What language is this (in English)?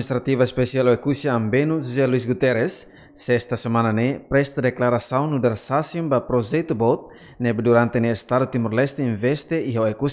Tetum